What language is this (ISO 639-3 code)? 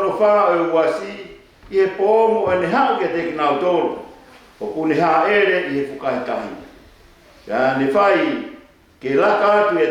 ton